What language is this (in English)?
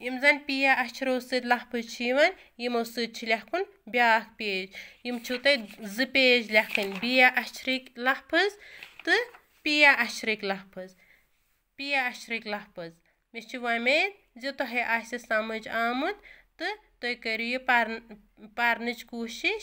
Kashmiri